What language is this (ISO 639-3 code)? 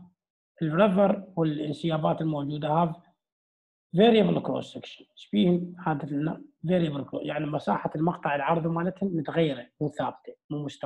acm